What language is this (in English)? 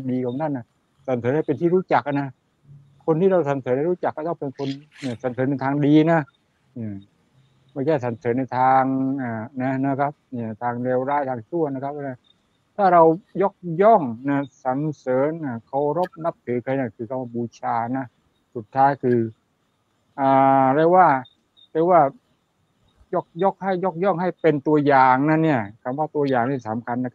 Thai